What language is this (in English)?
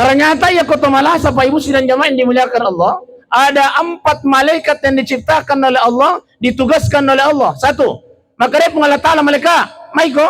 Buginese